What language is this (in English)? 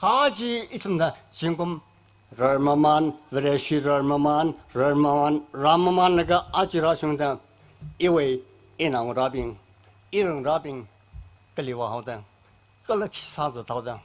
Tangkhul Naga (India)